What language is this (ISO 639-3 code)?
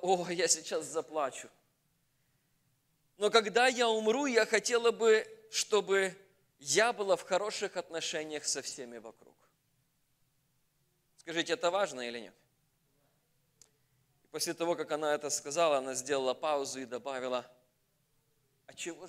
rus